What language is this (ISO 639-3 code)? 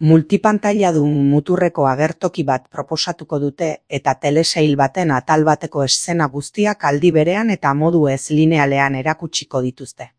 eus